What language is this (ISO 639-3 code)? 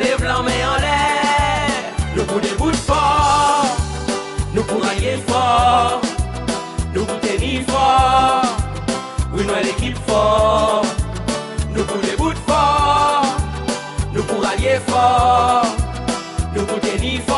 crs